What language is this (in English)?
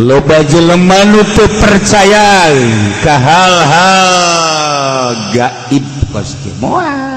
Sundanese